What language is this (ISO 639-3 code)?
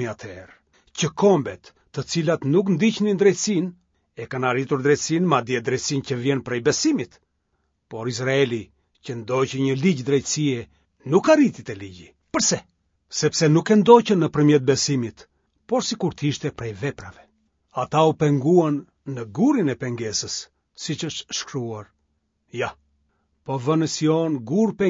sqi